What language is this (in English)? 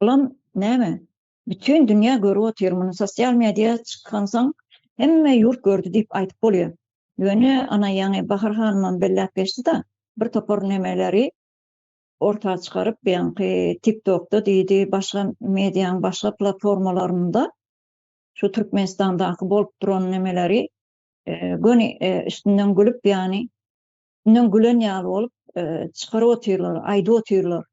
Turkmen